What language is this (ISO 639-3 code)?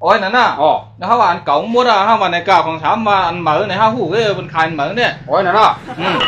shn